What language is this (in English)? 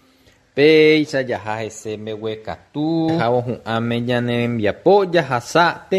Guarani